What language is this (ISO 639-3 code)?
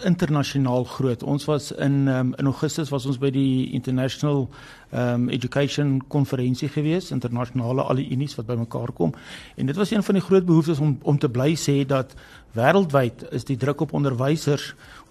afr